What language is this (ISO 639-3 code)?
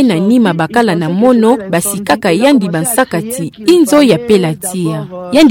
ktu